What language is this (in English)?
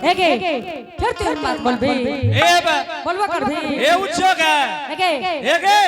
Angika